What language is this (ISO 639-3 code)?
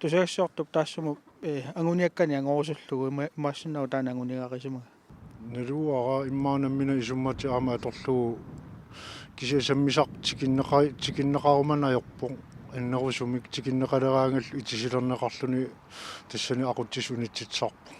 kal